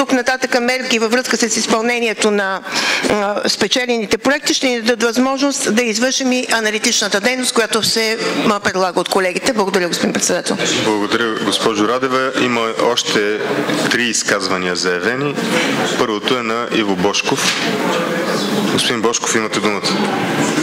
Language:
Bulgarian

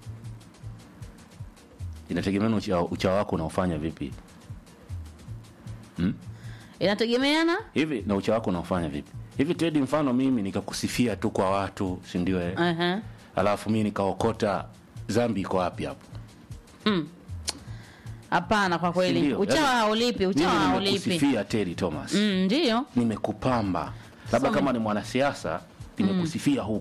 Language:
Swahili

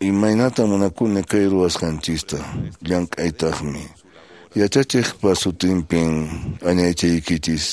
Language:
Quechua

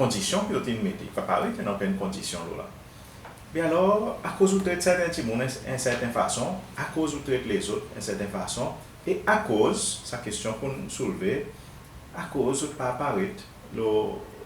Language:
Seselwa Creole French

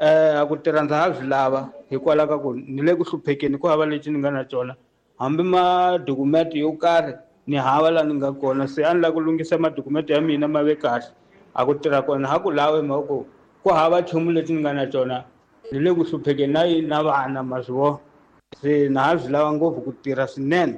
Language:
Tsonga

